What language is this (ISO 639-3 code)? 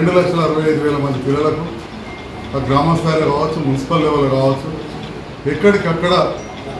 tel